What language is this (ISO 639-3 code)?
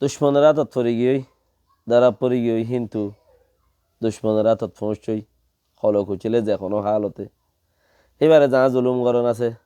rhg